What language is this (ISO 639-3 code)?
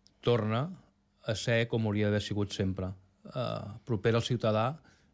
cat